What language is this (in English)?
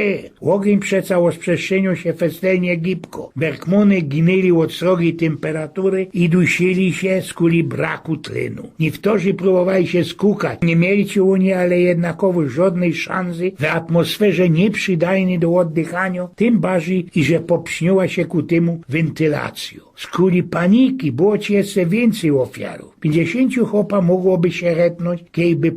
Silesian